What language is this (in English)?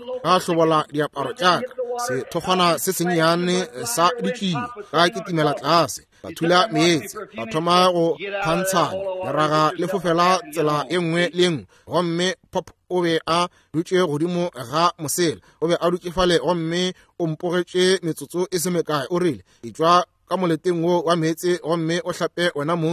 Northern Sotho